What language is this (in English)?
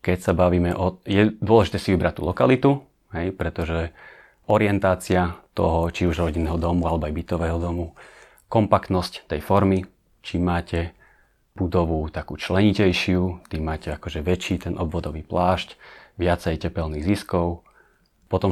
Slovak